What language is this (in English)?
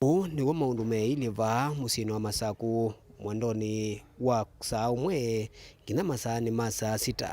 Kamba